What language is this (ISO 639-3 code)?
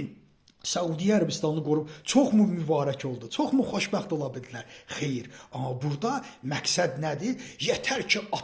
aze